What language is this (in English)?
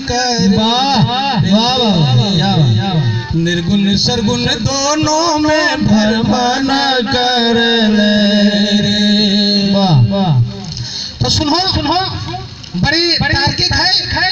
Magahi